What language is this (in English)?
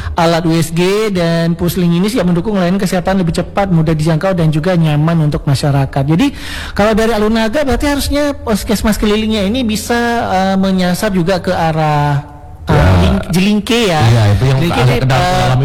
Indonesian